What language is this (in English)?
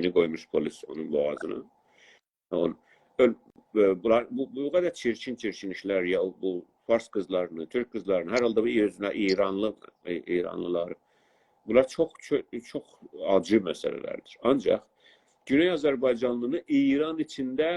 South Azerbaijani